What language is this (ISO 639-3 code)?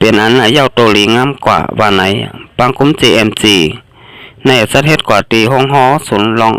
shn